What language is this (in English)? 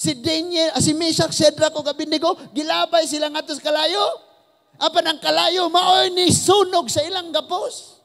Cebuano